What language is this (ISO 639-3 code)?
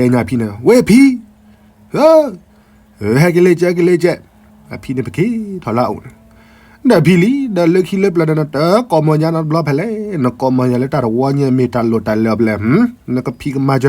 ksw